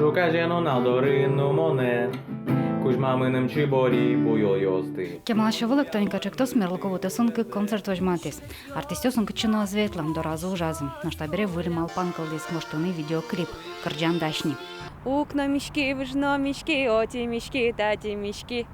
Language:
Udmurt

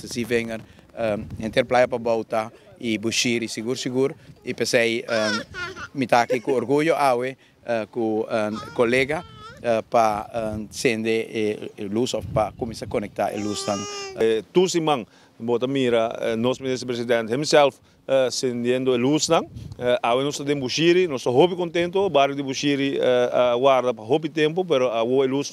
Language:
Papiamento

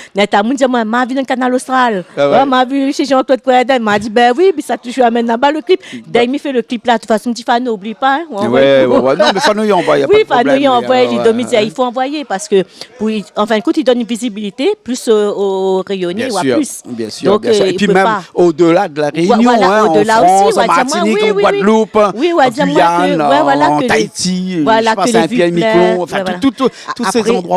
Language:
Réunion Creole French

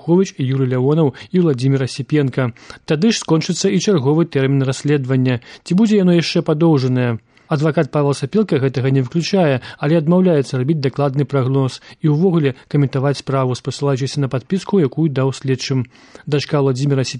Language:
Belarusian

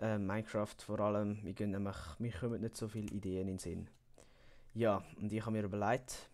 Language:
Swiss German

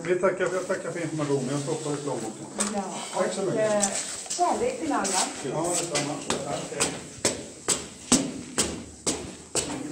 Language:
Swedish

